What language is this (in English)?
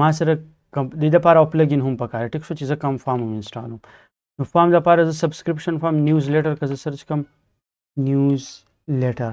Pashto